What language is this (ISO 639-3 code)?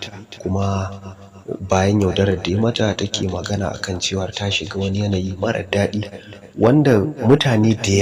hau